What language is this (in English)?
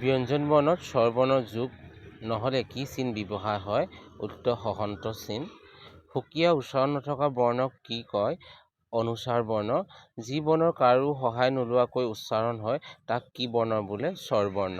Assamese